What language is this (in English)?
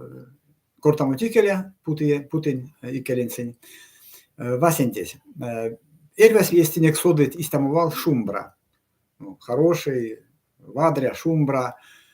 Erzya